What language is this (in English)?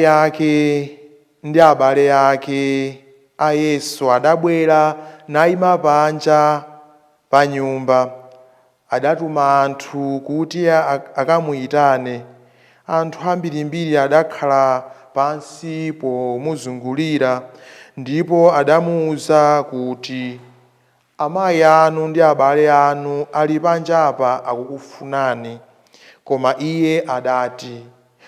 Nyanja